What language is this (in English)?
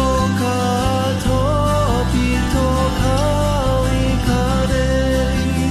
Hawaiian